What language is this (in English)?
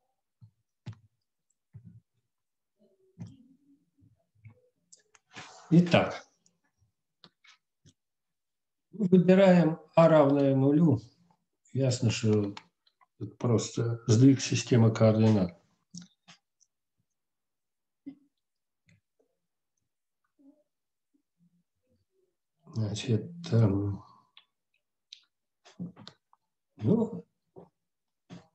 Russian